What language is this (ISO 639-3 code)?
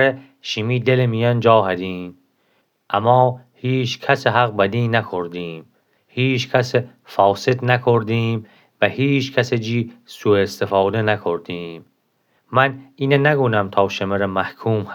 glk